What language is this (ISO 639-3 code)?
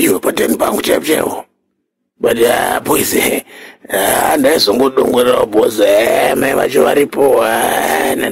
sna